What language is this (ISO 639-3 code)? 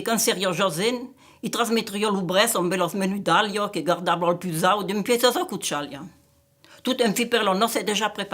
oci